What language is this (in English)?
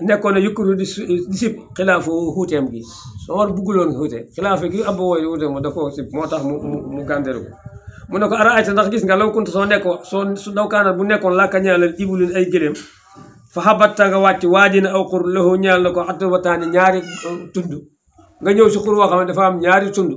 Wolof